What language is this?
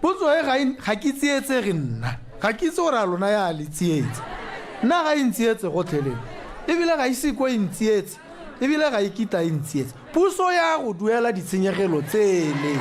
Tswana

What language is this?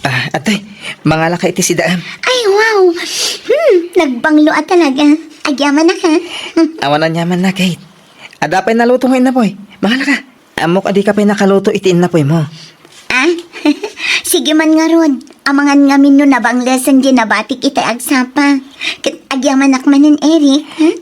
Iloko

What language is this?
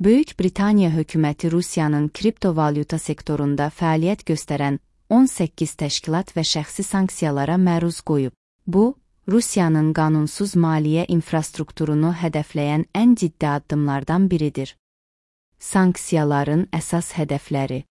Azerbaijani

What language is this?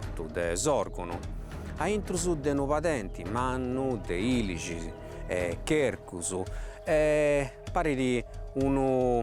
Sardinian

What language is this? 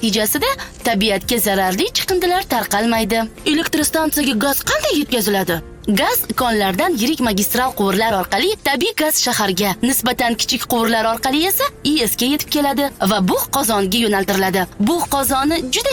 Uzbek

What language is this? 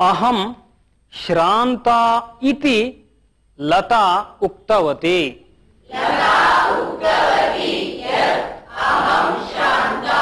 Sanskrit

